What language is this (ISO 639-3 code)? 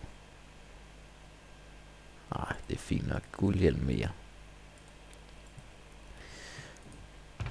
dan